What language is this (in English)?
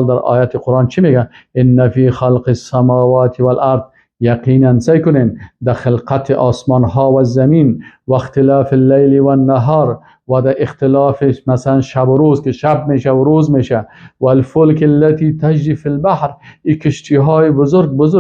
Persian